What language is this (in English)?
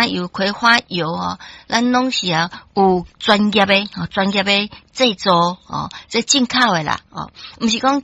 Min Nan Chinese